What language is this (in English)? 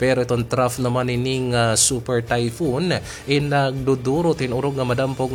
Waray